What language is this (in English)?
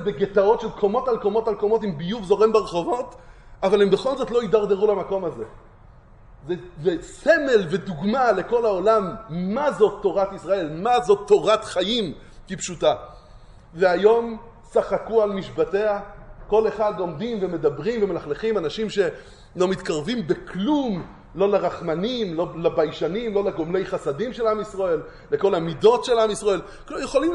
Hebrew